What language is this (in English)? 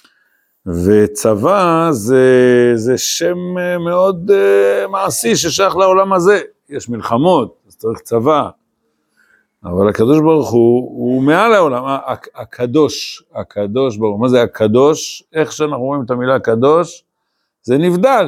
Hebrew